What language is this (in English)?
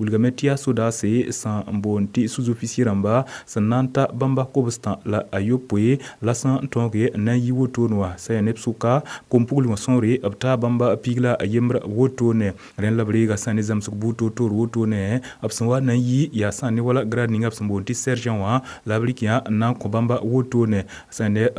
Mossi